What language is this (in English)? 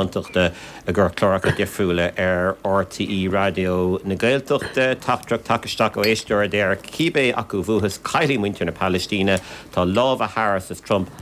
Irish